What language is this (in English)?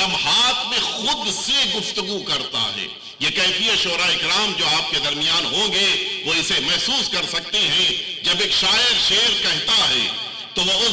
Urdu